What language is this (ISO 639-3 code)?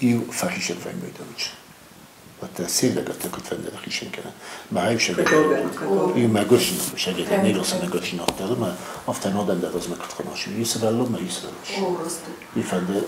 oss